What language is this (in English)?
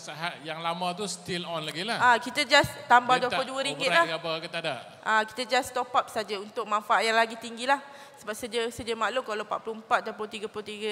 Malay